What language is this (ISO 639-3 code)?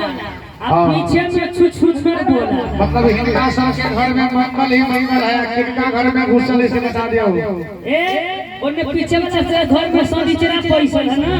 mai